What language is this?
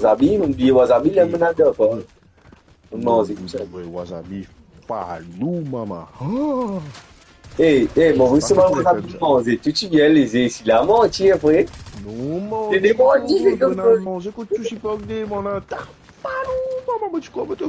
Morisyen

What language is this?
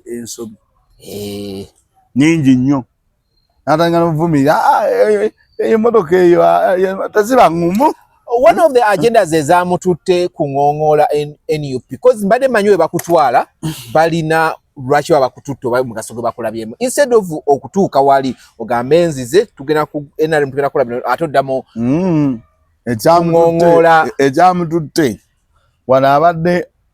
Ganda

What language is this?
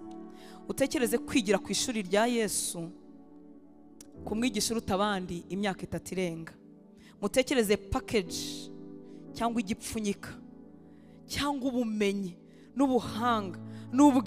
Kinyarwanda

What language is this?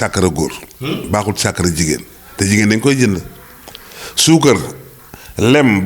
Wolof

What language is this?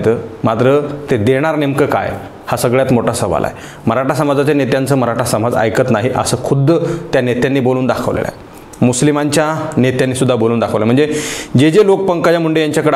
Marathi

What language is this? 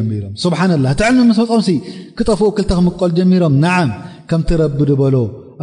Tigrinya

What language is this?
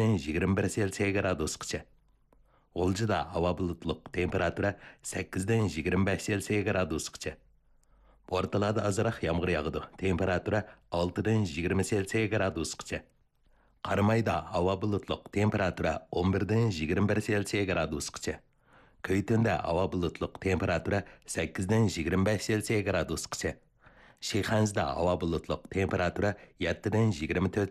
Uyghur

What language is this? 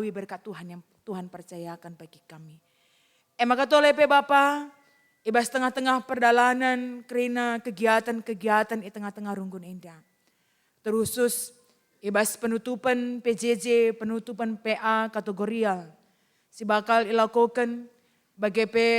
Batak Karo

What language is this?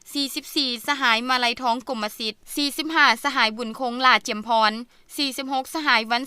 Lao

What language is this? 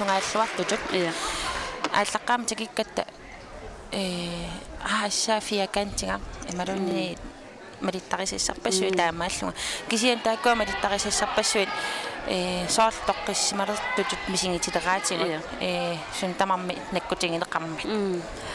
Kalaallisut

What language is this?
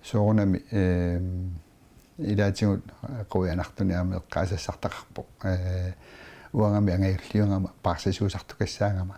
Kalaallisut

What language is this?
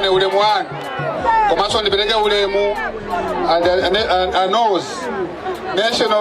Nyanja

